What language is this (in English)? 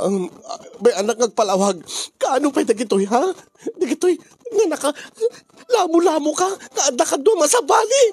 Iloko